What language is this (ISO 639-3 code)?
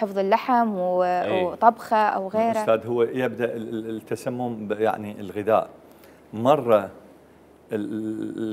acm